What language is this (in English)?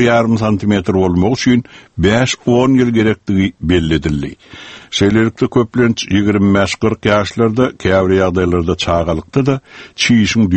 Turkmen